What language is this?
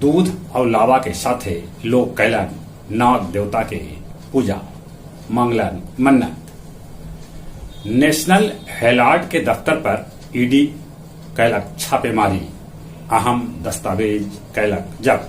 Magahi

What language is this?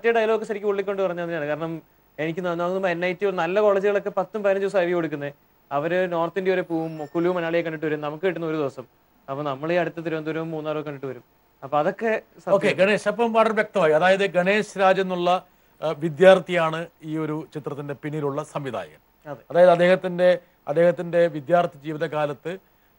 Malayalam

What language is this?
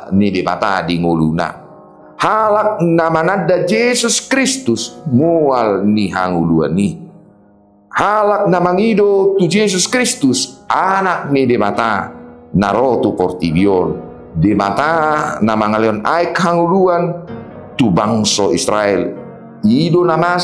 Batak Toba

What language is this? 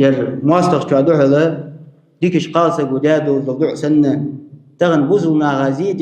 Ingush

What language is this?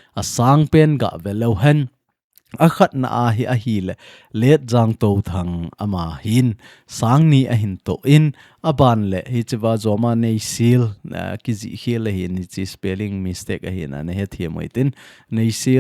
Thado Chin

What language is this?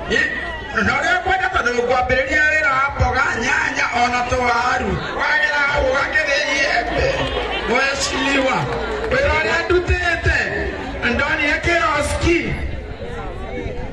Kikuyu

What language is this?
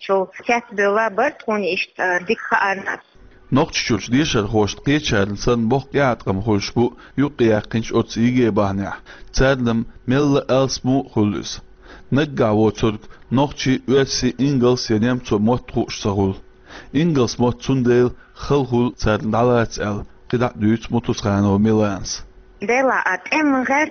Chechen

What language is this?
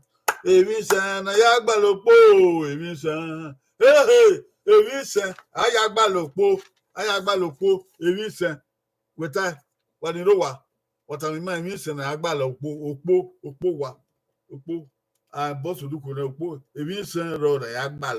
Bini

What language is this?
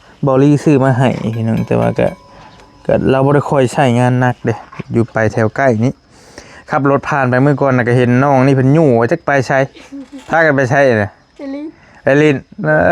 Northeastern Thai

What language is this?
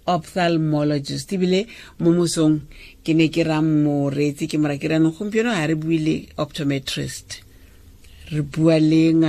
Tswana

